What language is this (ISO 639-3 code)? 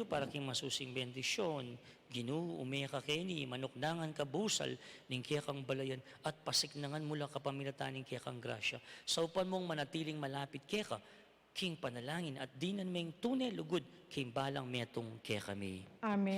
pam